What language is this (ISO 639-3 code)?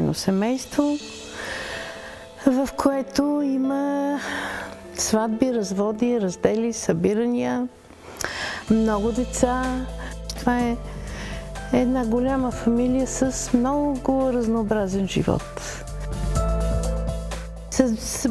bul